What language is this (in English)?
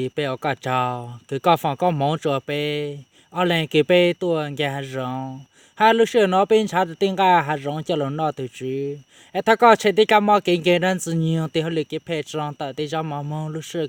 Hmong